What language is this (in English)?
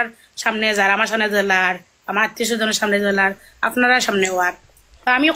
Sylheti